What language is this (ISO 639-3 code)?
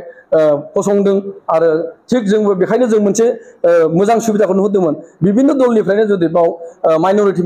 brx